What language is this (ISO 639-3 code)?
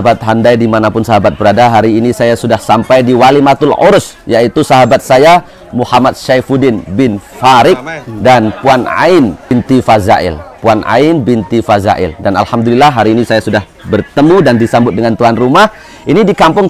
msa